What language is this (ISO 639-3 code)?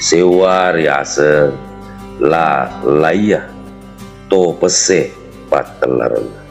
bug